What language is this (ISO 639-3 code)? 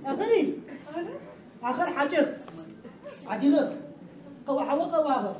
ady